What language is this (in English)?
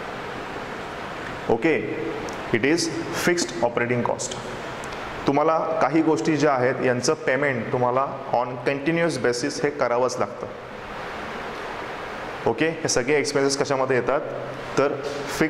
Marathi